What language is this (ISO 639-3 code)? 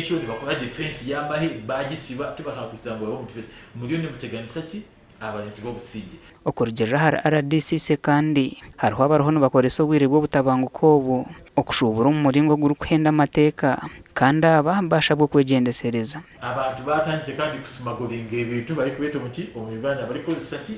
nyn